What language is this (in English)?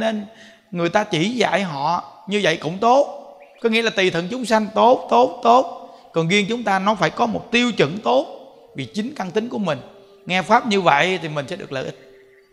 Vietnamese